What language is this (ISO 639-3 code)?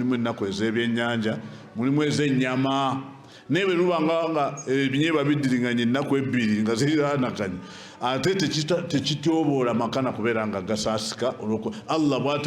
lug